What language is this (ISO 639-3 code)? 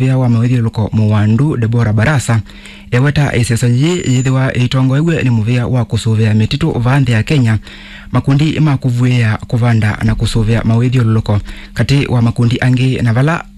kam